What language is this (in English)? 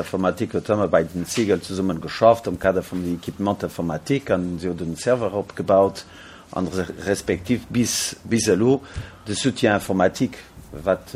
Luxembourgish